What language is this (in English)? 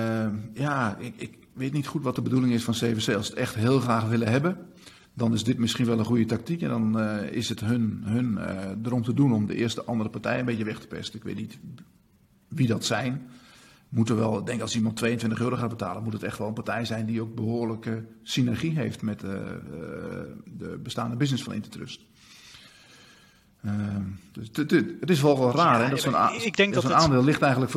Dutch